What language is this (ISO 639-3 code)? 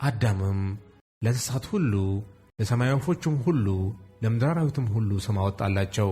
amh